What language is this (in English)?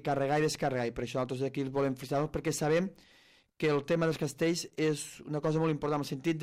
Catalan